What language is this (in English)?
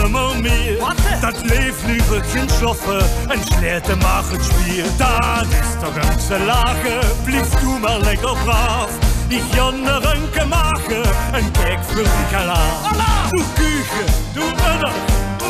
Limburgish